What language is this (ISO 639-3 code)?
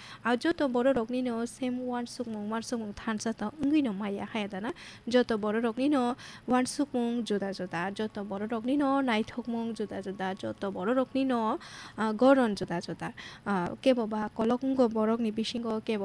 trp